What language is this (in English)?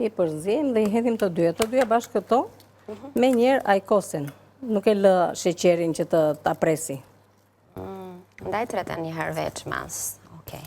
Albanian